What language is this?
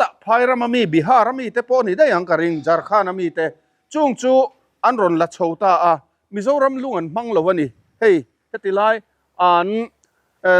Mizo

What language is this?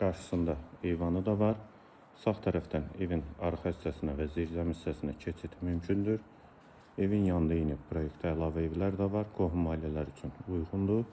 Azerbaijani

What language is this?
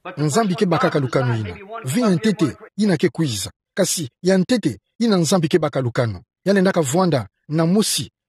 Kituba (Democratic Republic of Congo)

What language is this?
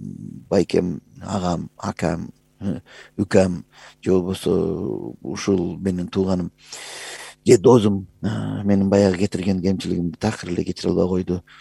Kyrgyz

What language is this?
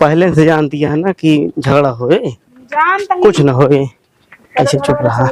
Awadhi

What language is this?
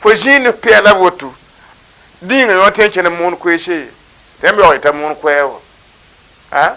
Mossi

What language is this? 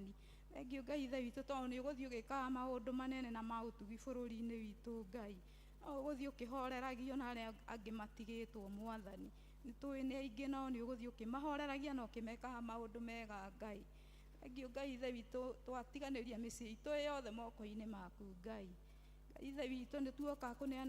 Kikuyu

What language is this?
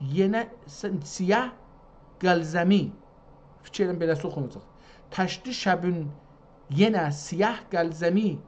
South Azerbaijani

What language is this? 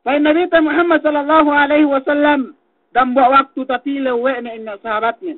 Yakan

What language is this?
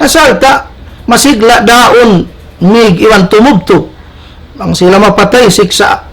Tausug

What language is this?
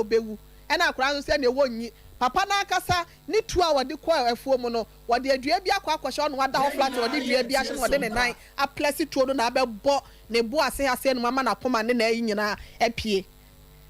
Akan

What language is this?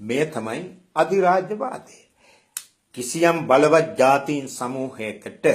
Sinhala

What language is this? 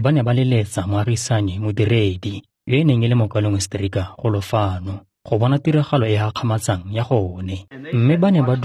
Tswana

